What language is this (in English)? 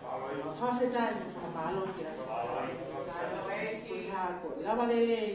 Tongan